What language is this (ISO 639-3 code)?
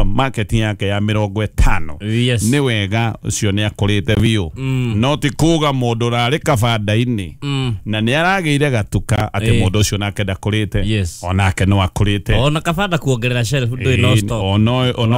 kik